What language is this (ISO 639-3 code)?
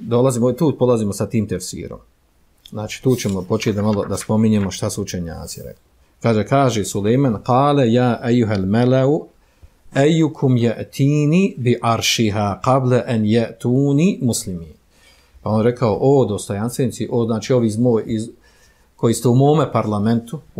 bos